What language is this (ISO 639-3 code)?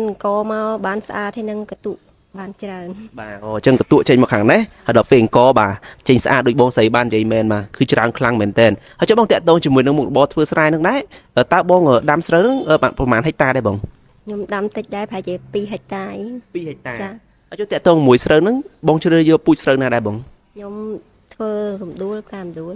khm